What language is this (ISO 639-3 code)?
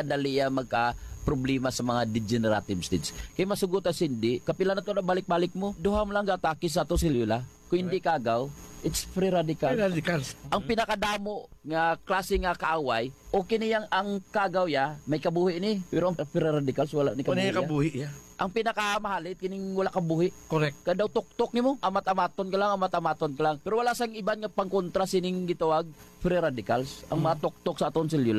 hil